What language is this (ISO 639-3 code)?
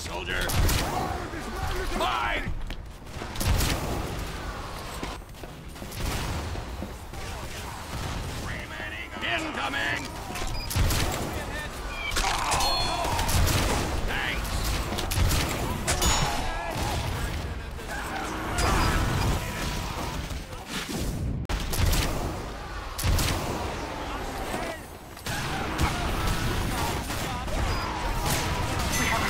eng